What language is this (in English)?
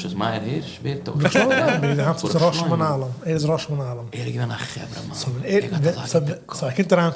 Yiddish